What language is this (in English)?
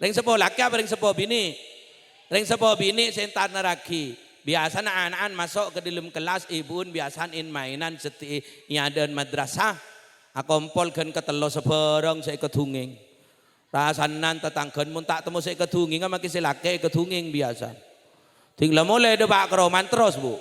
Madurese